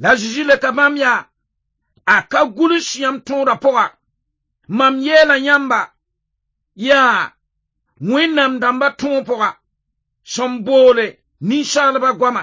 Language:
Mossi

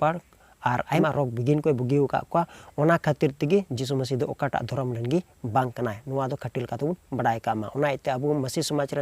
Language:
Santali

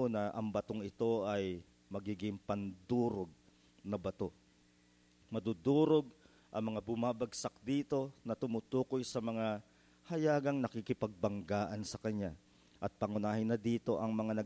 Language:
Filipino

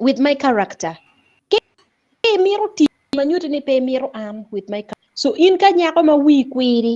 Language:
Acoli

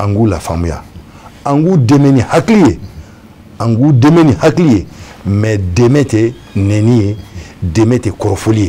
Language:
Bambara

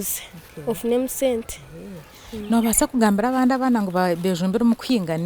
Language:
Nyankole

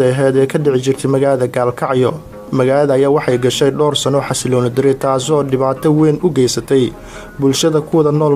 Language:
Somali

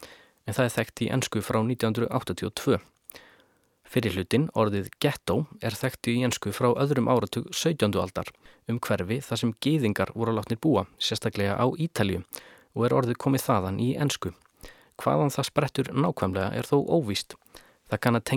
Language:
Icelandic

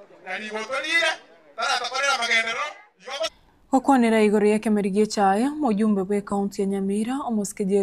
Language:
Gusii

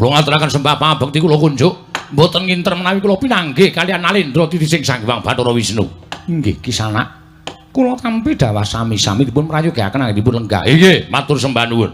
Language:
Javanese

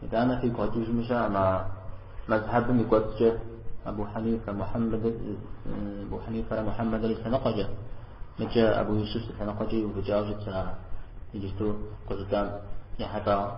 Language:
Kabardian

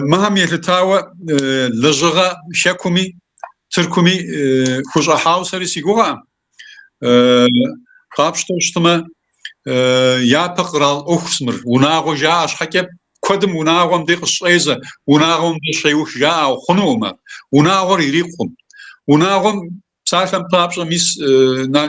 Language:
Kabardian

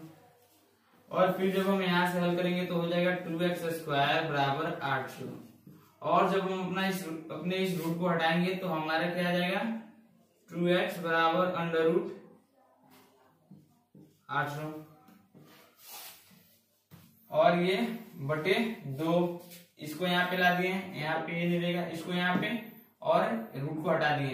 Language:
Hindi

